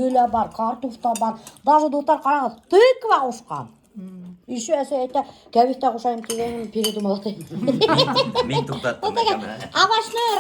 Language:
Bashkir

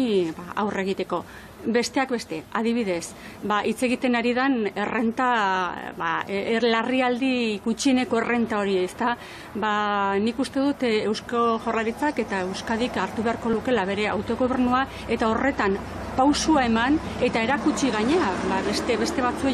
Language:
Basque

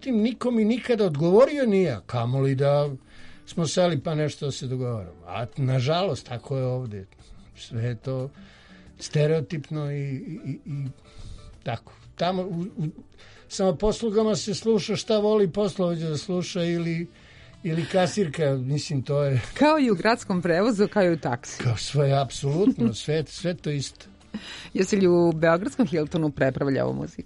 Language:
Serbian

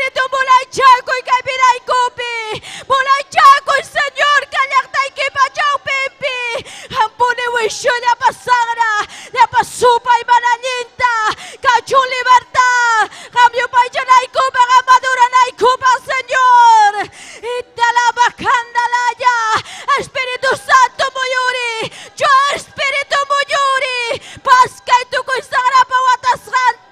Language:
Ayacucho Quechua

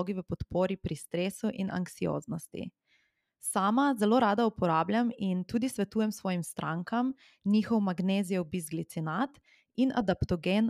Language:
Slovenian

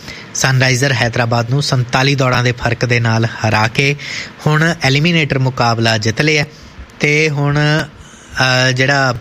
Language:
Punjabi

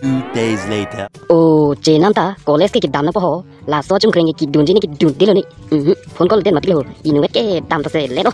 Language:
Karbi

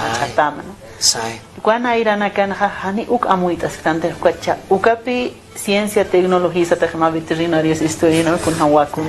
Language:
Aymara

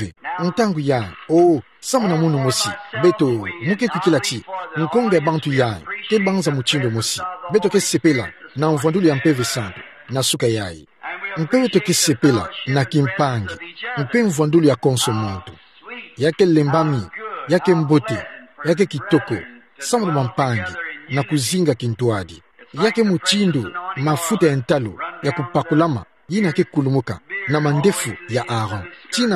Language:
Kituba (Democratic Republic of Congo)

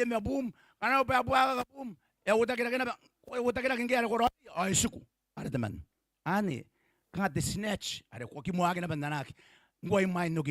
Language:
Gilbertese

